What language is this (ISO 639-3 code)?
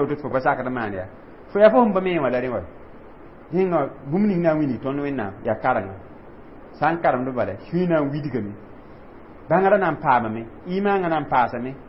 mos